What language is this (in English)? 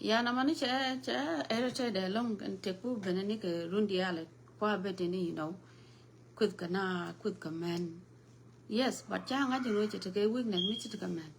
Nuer